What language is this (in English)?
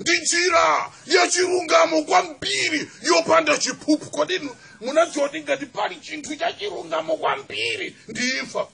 Nyanja